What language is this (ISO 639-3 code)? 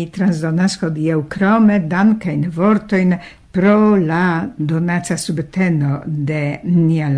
epo